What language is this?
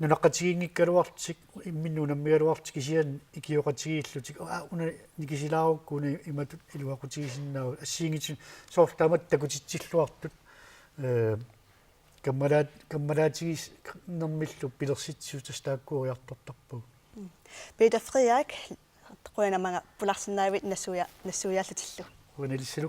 Kalaallisut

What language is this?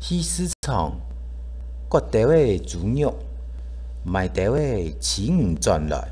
Hakka Chinese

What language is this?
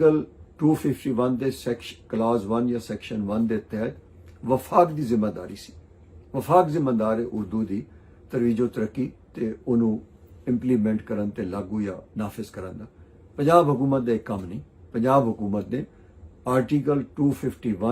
Western Panjabi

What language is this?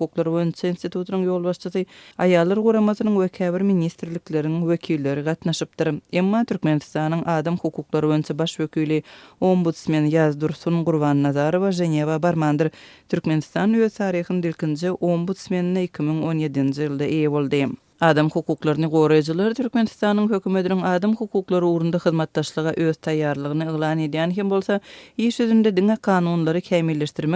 Turkmen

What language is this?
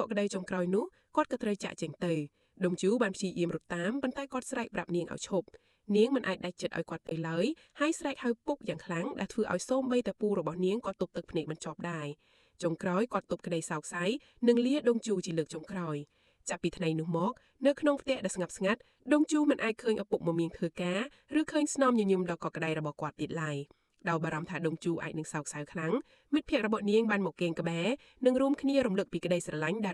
Khmer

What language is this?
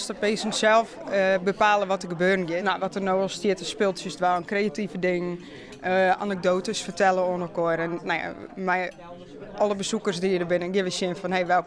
Western Frisian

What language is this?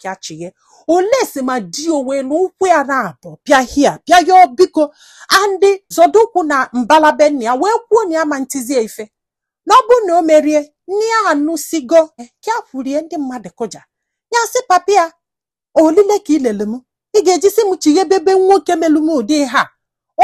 Igbo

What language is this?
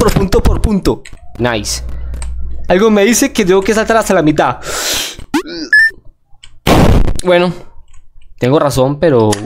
Spanish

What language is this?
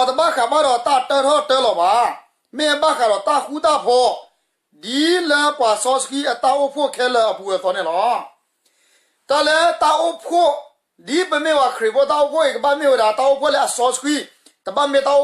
S'gaw Karen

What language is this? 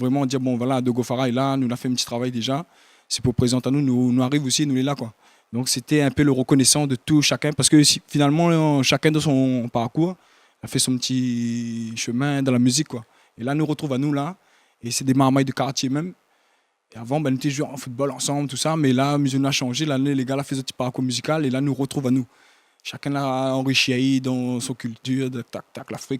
Réunion Creole French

